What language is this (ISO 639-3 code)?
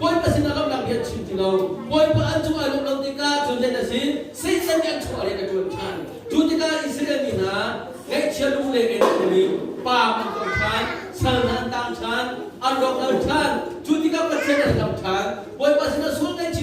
cnh